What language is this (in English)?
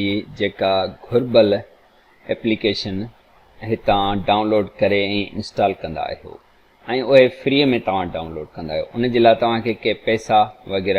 Sindhi